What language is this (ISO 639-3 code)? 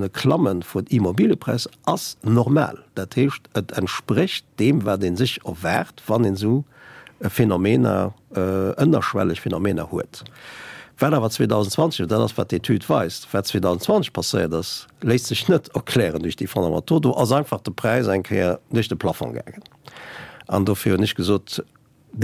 ltz